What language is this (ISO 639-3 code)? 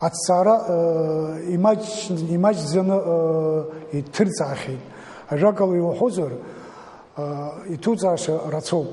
abk